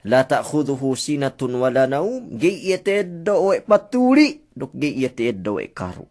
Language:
Yakan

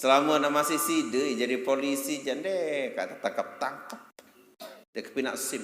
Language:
Sasak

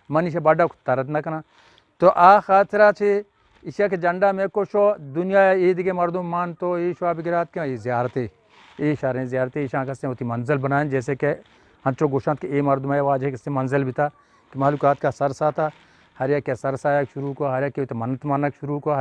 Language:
Eastern Balochi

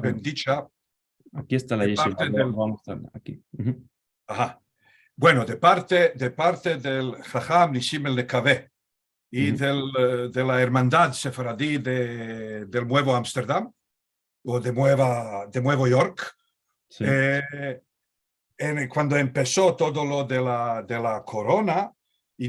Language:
Ladino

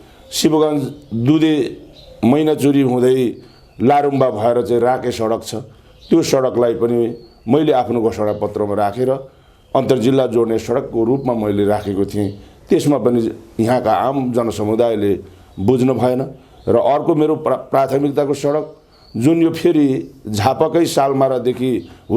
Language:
Nepali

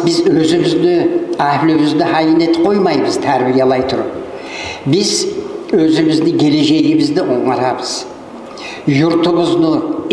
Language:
Kumyk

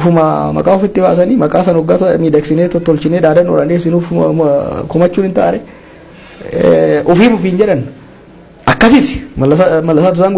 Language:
Oromo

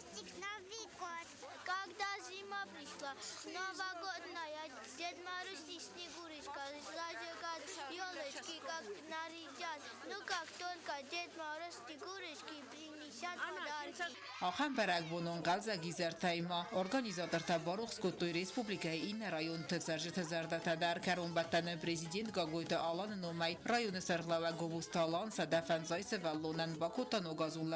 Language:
Ossetic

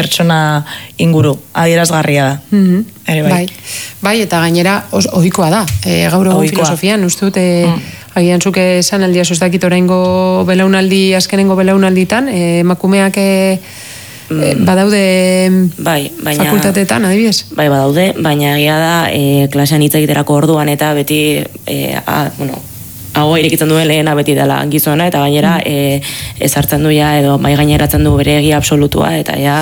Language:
Basque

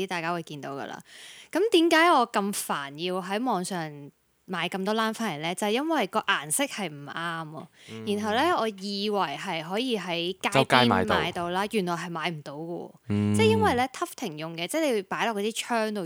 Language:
Cantonese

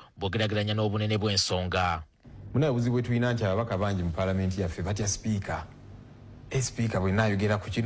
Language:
Ganda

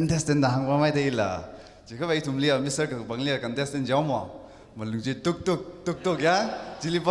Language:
Tangkhul Naga (India)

